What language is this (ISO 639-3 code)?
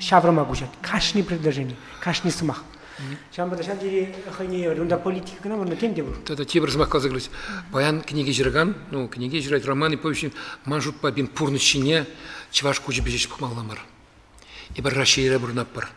chv